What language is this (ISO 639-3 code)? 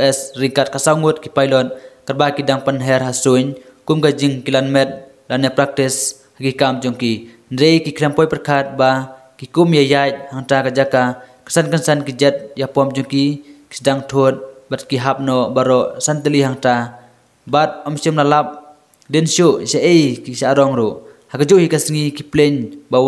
kha